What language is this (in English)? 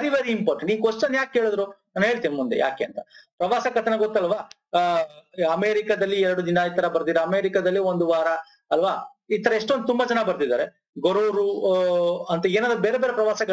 Kannada